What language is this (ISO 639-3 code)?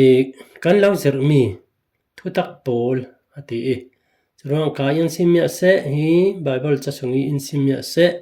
cfm